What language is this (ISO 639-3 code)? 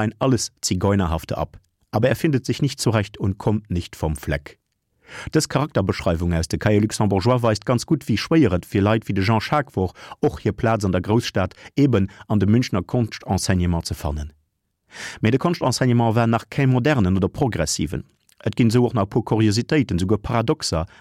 ltz